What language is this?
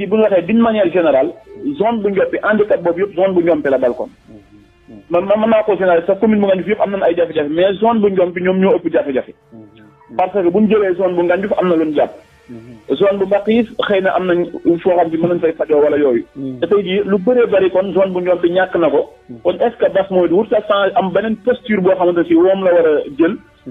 Wolof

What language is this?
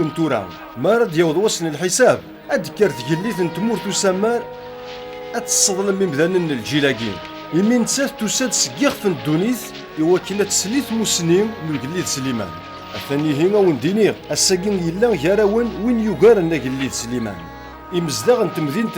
Kabyle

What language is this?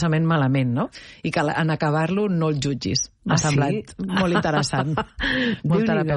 Catalan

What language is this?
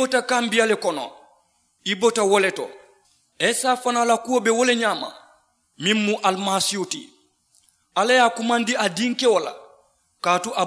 Mandingo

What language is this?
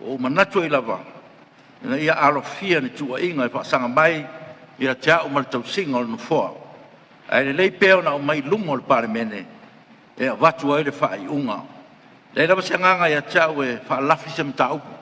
Samoan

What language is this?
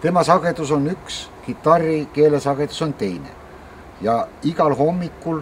Estonian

